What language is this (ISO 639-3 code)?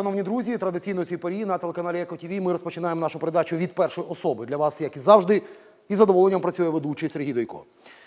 ukr